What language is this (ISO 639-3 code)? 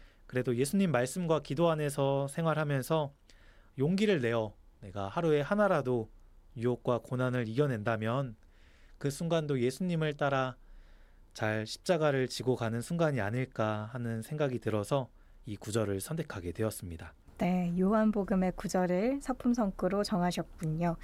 kor